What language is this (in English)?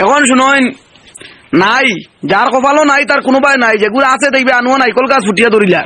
Sylheti